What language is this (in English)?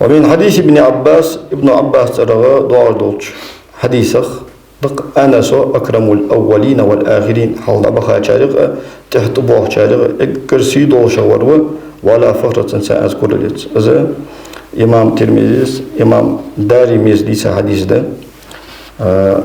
Ingush